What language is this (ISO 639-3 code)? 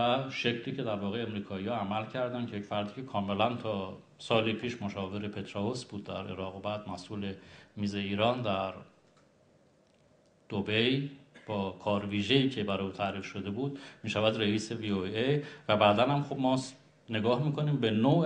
fas